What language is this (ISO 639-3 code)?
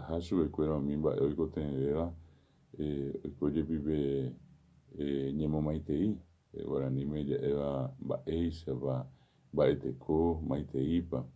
grn